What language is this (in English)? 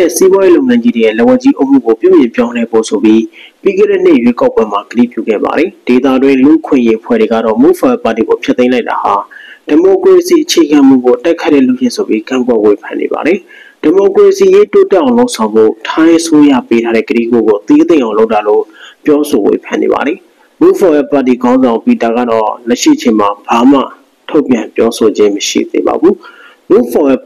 Burmese